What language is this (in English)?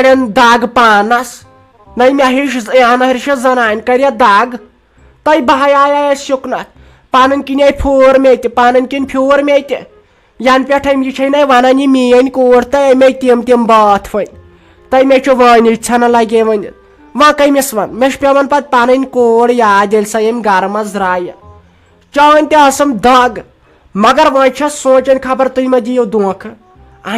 Kashmiri